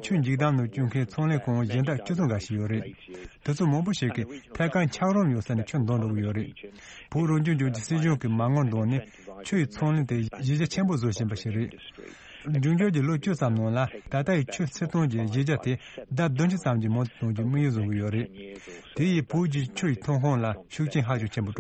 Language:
Tibetan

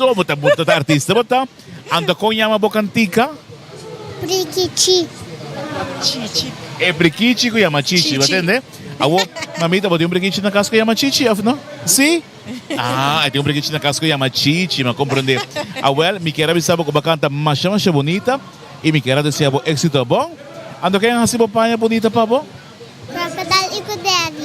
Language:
Papiamento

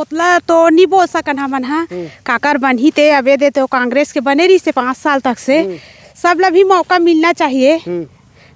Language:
Chhattisgarhi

